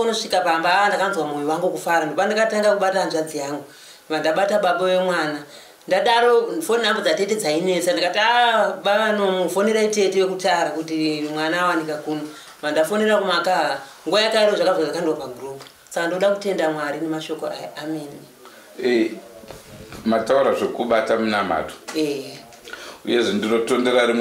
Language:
Shona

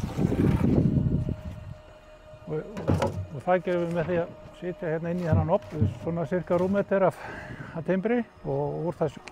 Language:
Icelandic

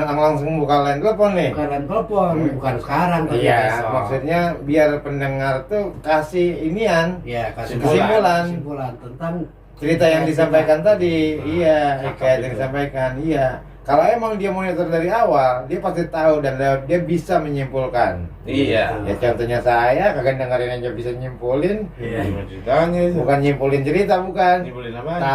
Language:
Betawi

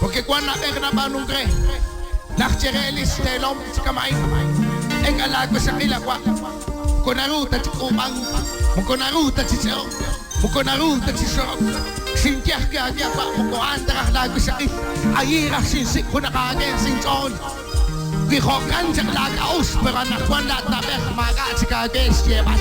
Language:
Kekchí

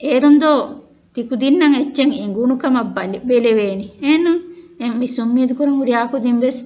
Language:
Divehi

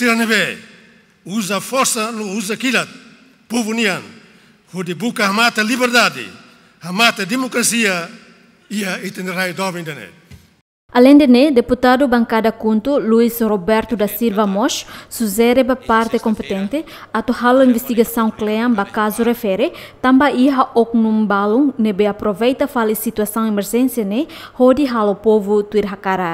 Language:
Tetum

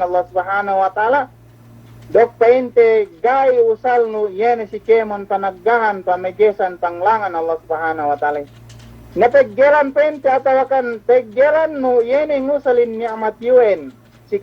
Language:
Yakan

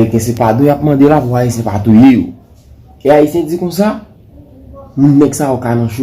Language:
Haitian Creole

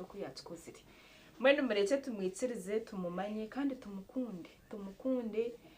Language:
Nyankole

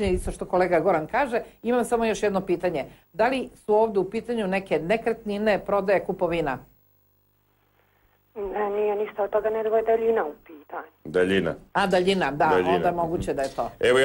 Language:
Serbian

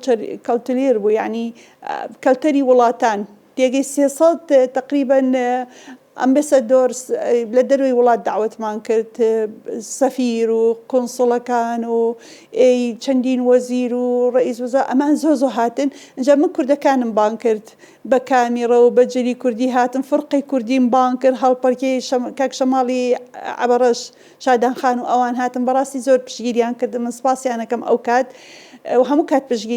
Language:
Central Kurdish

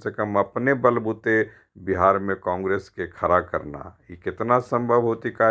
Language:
Magahi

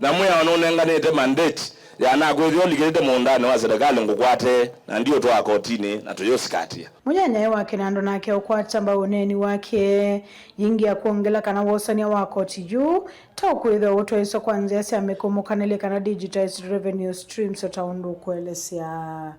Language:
Kamba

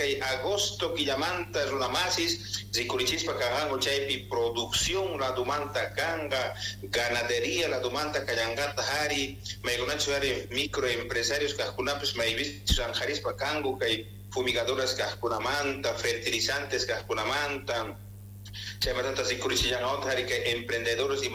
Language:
South Bolivian Quechua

